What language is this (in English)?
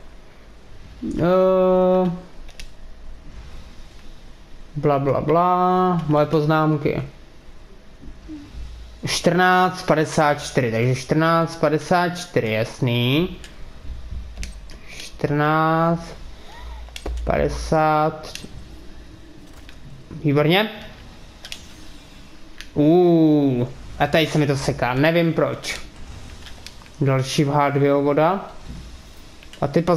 Czech